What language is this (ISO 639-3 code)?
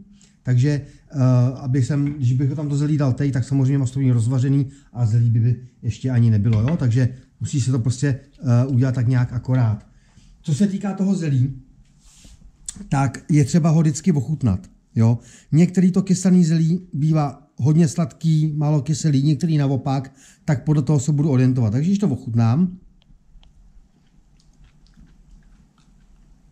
ces